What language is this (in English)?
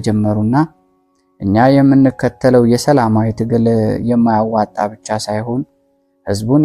Amharic